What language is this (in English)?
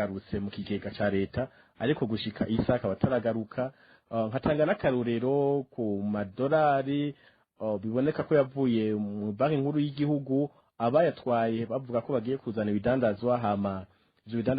Rundi